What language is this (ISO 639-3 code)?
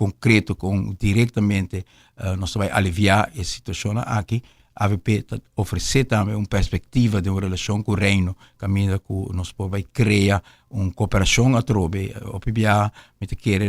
pap